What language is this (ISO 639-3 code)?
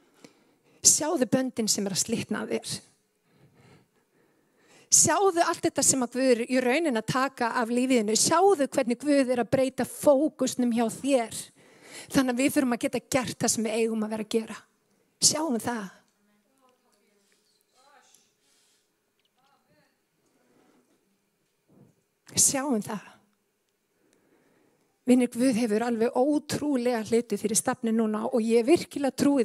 isl